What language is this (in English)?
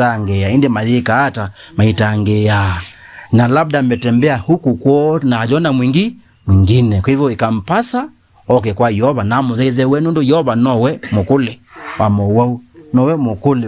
Kamba